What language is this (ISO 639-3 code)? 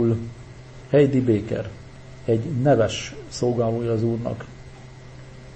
hun